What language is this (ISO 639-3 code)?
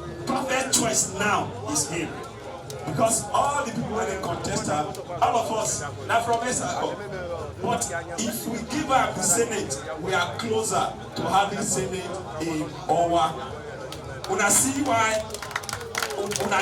pcm